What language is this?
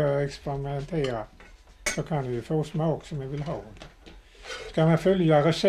Swedish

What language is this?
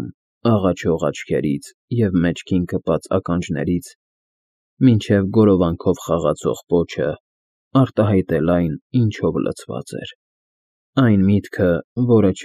Armenian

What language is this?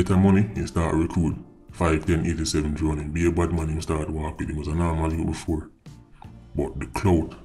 Jamaican Creole English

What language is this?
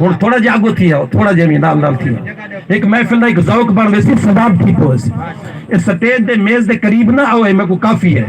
Saraiki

